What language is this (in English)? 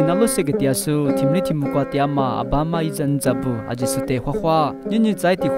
Lisu